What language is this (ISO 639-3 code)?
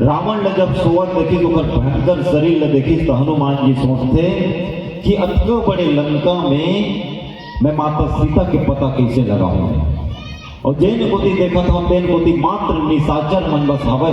hne